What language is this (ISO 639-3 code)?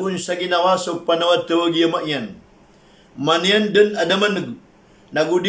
mrw